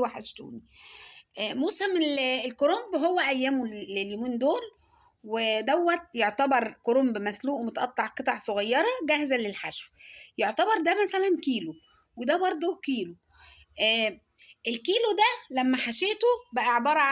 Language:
Egyptian Arabic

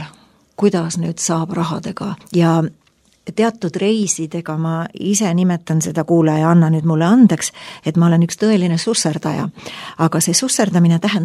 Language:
Estonian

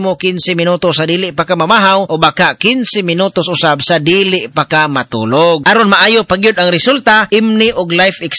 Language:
Cebuano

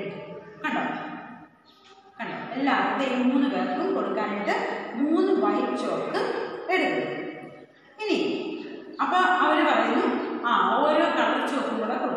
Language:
Malayalam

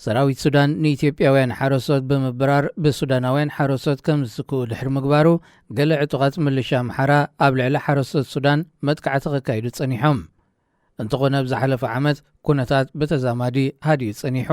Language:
Tigrinya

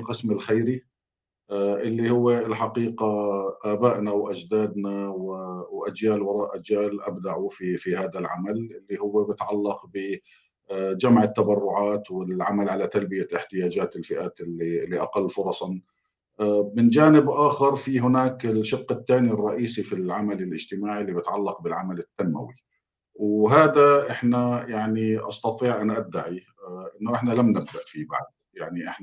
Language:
North Levantine Arabic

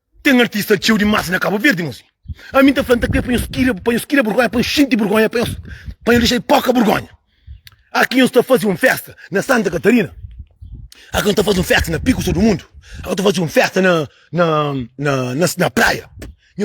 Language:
Kabuverdianu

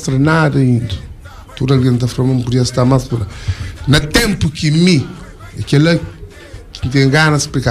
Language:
Kabuverdianu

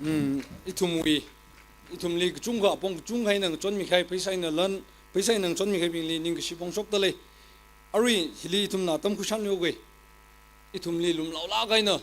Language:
Tangkhul Naga (India)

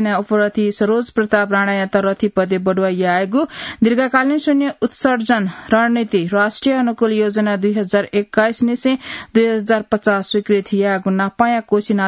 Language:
Newari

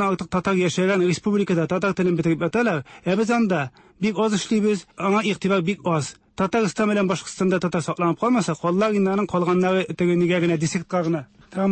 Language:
Tatar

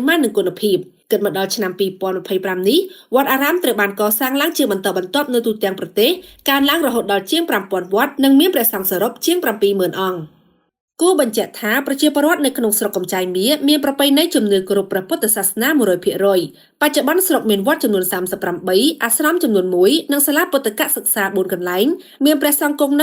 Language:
Khmer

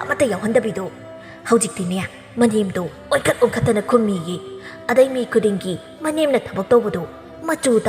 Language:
Manipuri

